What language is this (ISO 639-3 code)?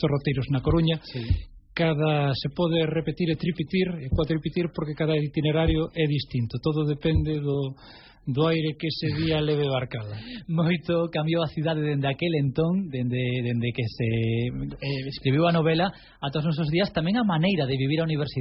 glg